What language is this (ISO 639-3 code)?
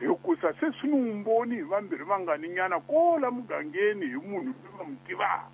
tso